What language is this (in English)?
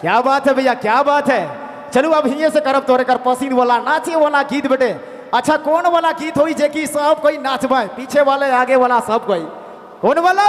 Sadri